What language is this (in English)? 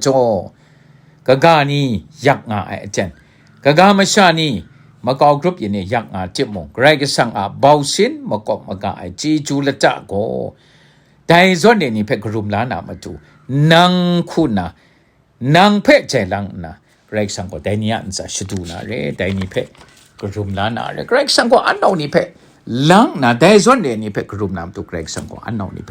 Kachin